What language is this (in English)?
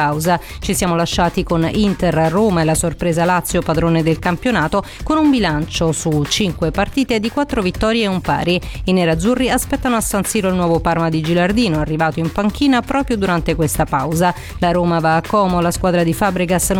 Italian